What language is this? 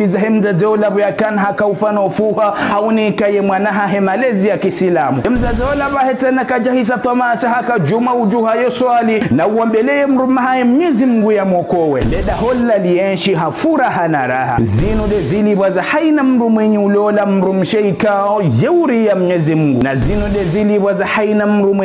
Ngazidja Comorian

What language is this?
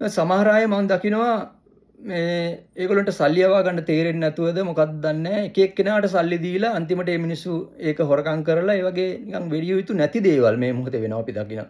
Sinhala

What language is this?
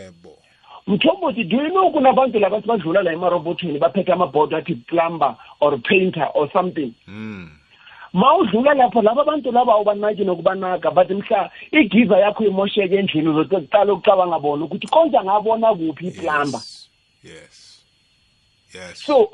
South Ndebele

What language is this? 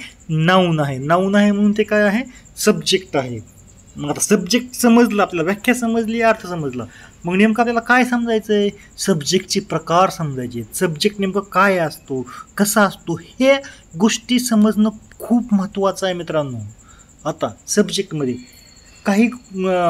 Marathi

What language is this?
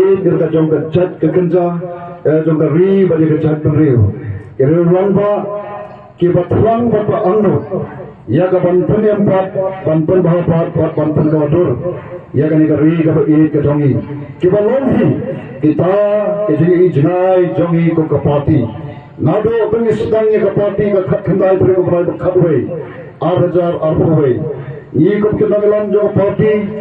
Khasi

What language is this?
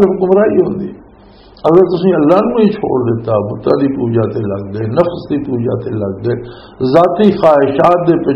Western Panjabi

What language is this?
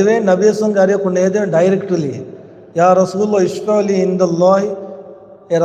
Divehi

